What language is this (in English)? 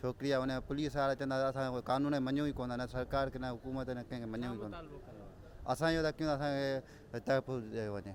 Sindhi